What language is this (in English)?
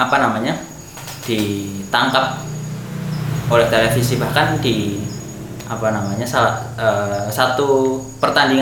Indonesian